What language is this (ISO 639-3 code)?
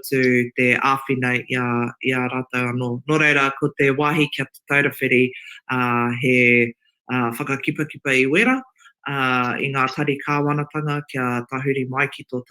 mri